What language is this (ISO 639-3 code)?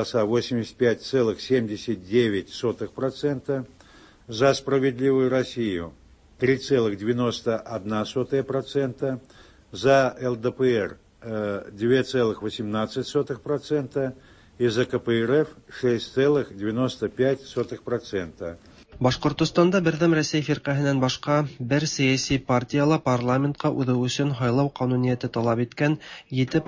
tat